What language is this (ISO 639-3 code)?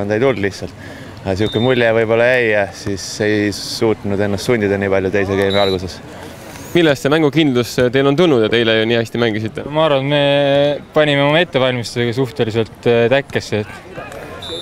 est